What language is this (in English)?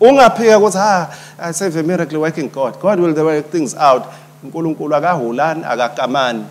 Swati